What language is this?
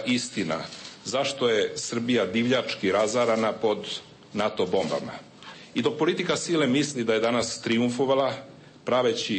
Serbian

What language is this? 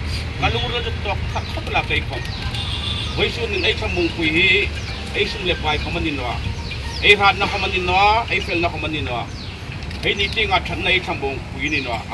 Hmar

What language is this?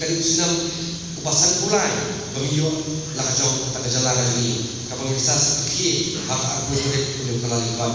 Khasi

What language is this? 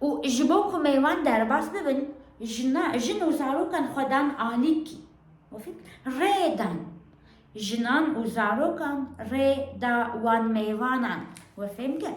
Kurdish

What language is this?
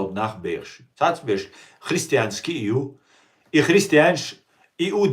Chechen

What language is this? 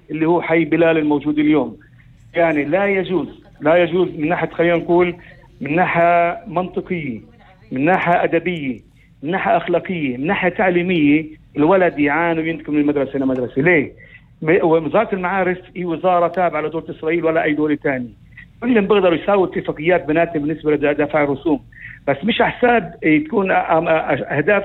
North Levantine Arabic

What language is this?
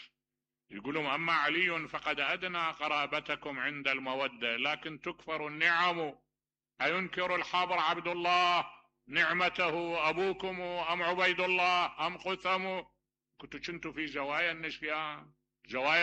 Mesopotamian Arabic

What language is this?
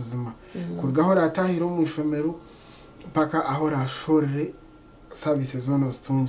Nyankole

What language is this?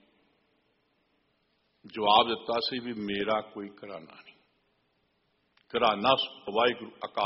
Punjabi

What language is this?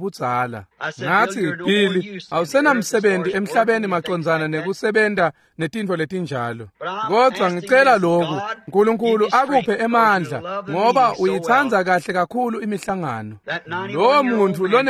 Swati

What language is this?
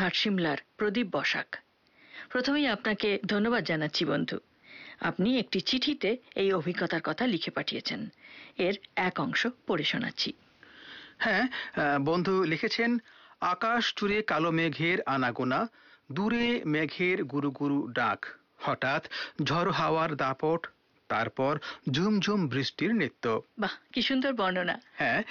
Bangla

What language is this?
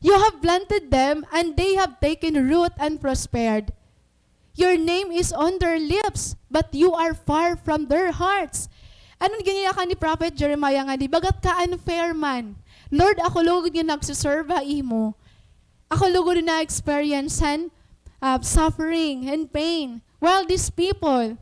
Waray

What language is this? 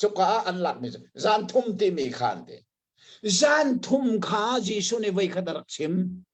Hakha Chin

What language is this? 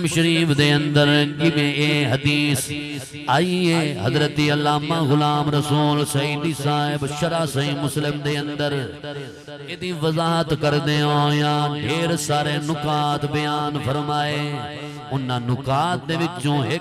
Saraiki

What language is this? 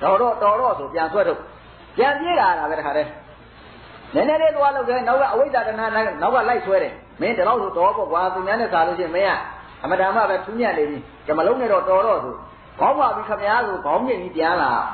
Burmese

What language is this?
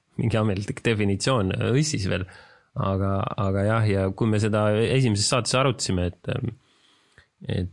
Estonian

